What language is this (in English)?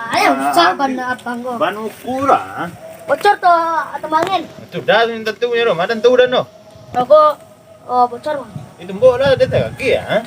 Minangkabau